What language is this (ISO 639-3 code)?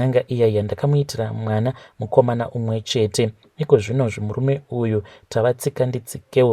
sna